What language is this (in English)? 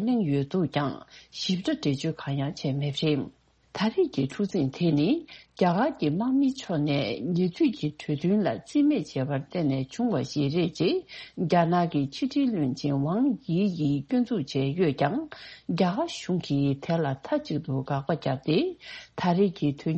Tibetan